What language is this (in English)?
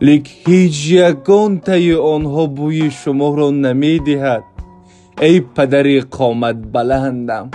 Tajik